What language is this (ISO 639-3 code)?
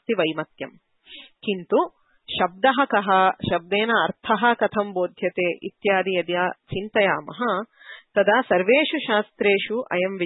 san